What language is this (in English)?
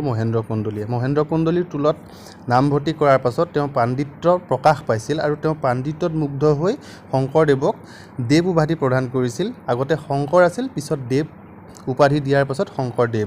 Assamese